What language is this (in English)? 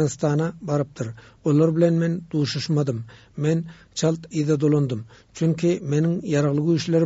Turkmen